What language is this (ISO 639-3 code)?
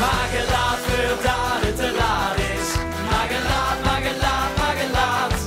lim